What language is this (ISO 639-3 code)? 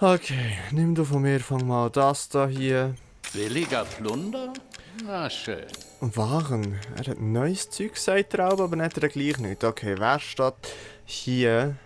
gsw